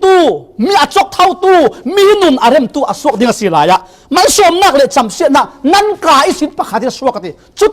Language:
Falam Chin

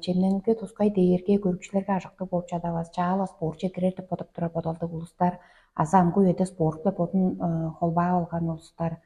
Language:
Tuvinian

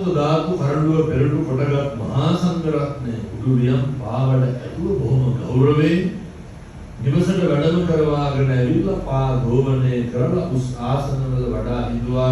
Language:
Sinhala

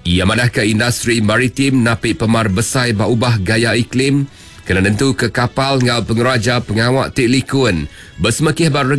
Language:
Iban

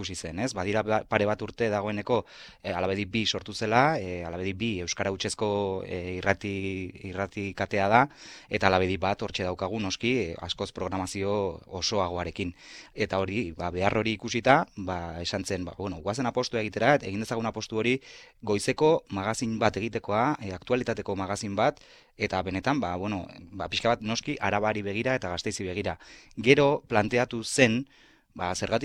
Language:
Basque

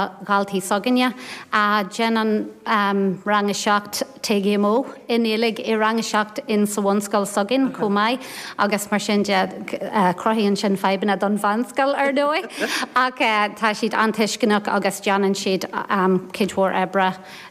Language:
Irish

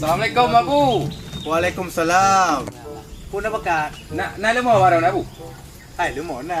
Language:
Achinese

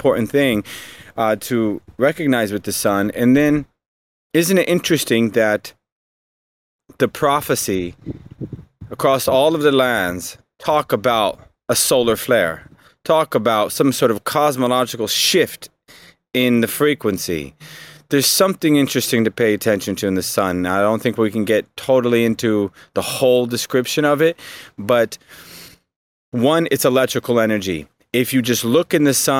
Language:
English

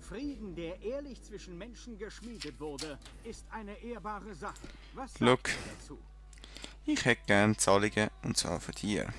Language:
Swiss German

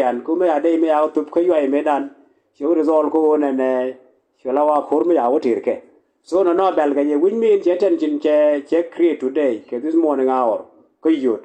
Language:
Nuer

